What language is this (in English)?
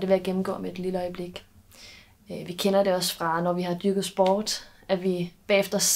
Danish